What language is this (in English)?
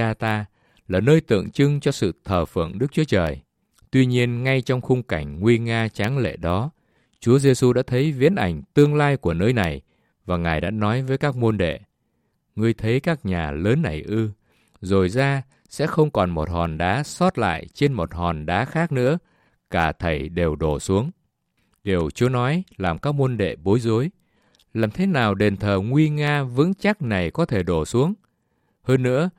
Vietnamese